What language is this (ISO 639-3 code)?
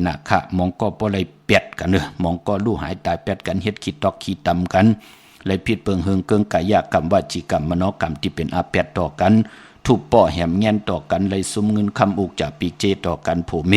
shn